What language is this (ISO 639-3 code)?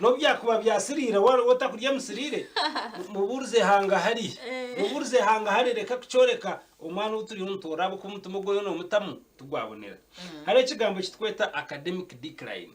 nyn